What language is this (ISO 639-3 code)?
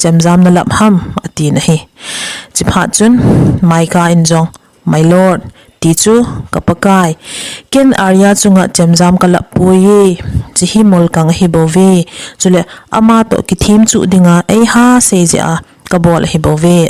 tcz